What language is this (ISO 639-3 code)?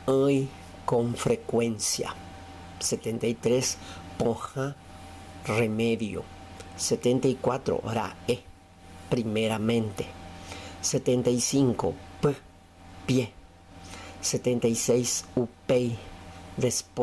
grn